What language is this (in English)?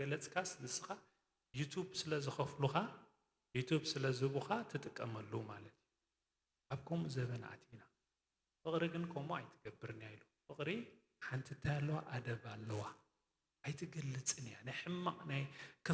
Tigrinya